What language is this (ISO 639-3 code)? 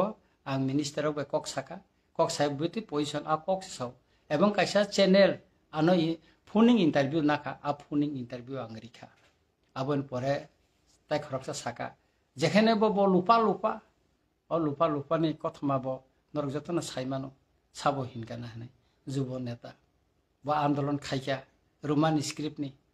trp